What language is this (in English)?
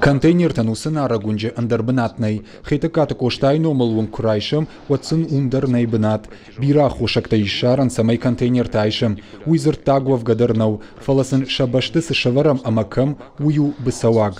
Ossetic